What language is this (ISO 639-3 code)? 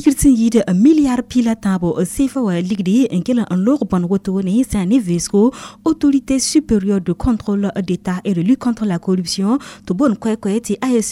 mos